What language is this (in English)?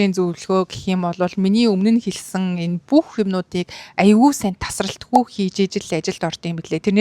Mongolian